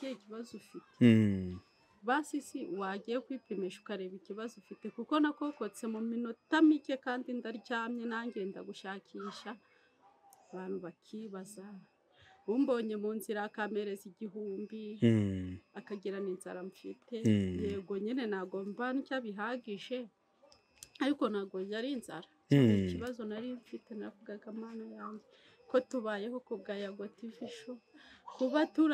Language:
Kinyarwanda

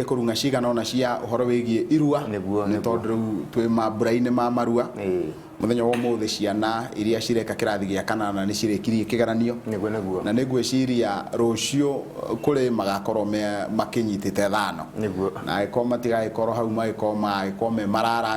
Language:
Kikuyu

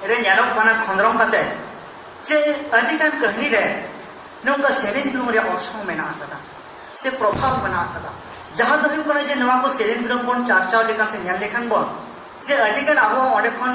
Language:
Santali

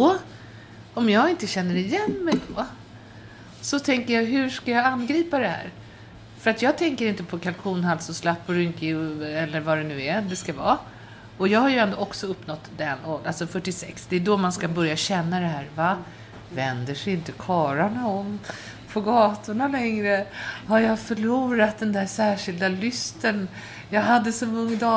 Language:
Swedish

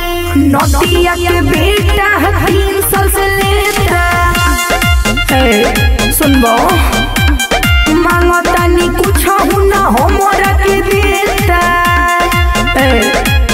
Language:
Bhojpuri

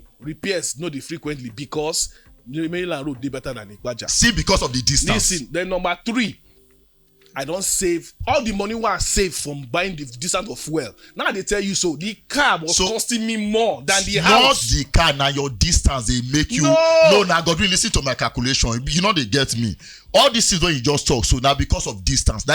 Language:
Nigerian Pidgin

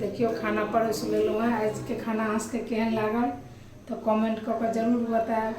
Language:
Maithili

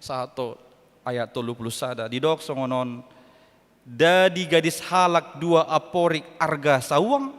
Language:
Batak Toba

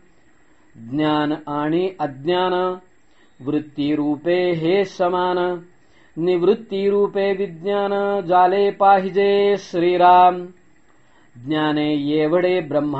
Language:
Marathi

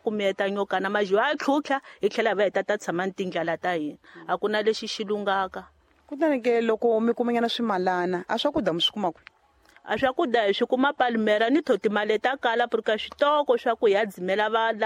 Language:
Tsonga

